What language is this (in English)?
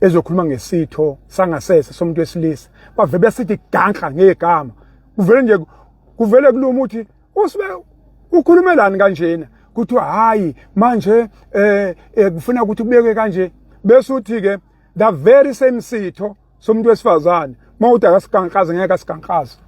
Zulu